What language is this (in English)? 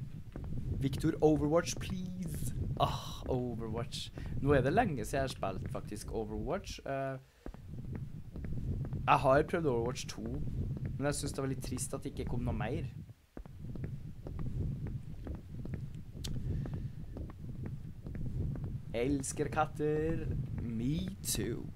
Norwegian